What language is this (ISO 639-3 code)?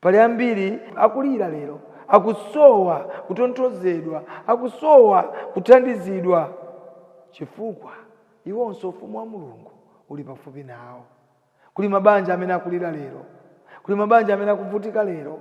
nya